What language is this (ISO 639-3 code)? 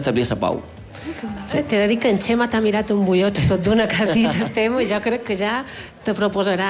cat